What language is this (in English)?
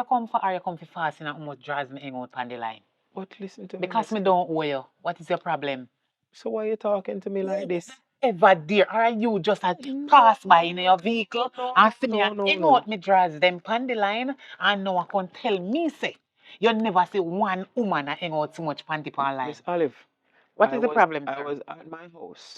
Jamaican Creole English